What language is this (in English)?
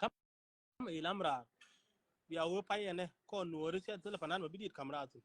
Nuer